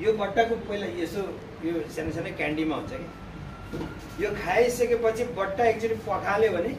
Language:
Nepali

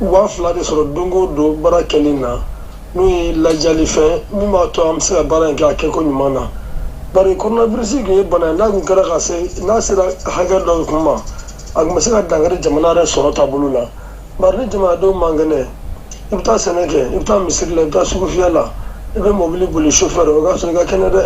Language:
Bambara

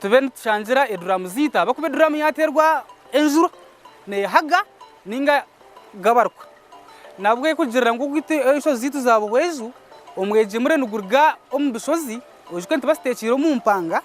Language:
Nyankole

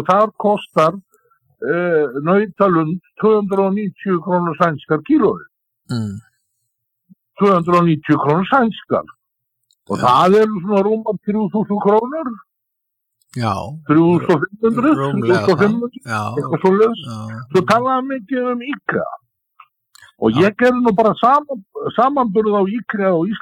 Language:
Icelandic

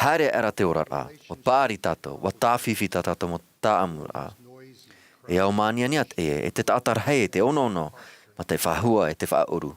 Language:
Tahitian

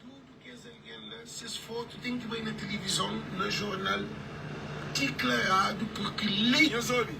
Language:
Kabuverdianu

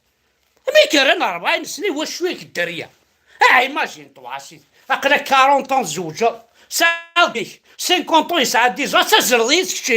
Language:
Kabyle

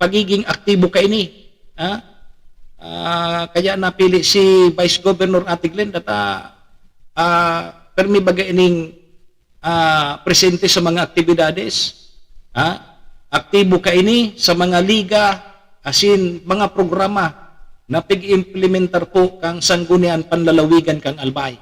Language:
Bikol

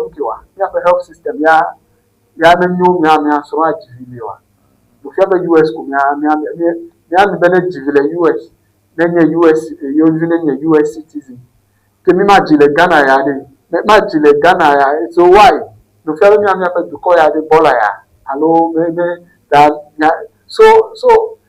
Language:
Ewe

